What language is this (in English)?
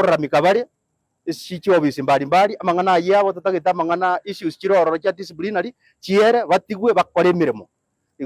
Gusii